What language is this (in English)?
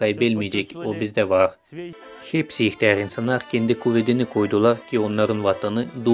Gagauz